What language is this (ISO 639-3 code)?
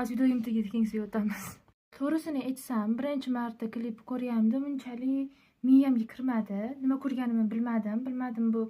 uzb